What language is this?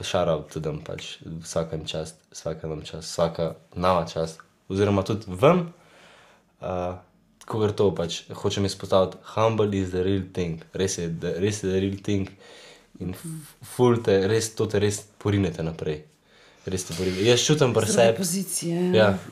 Slovenian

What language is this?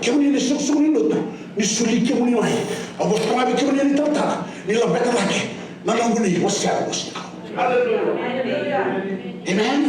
Fijian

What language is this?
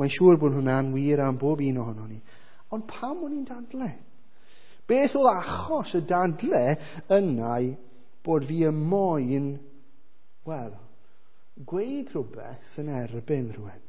Welsh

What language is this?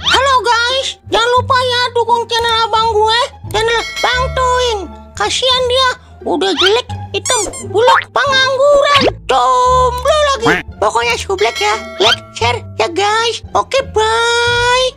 Betawi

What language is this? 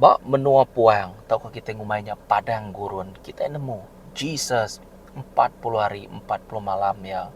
Iban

